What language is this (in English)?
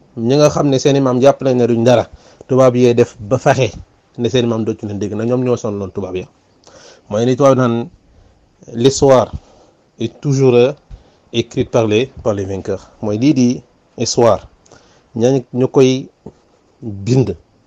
Wolof